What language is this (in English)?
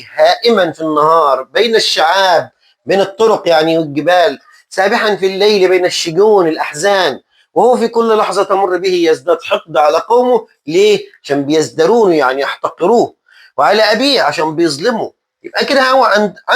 Egyptian Arabic